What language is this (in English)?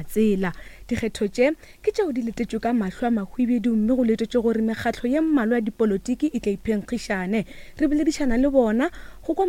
Northern Sotho